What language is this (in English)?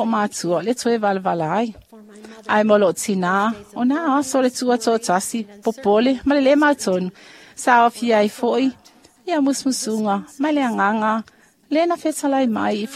Samoan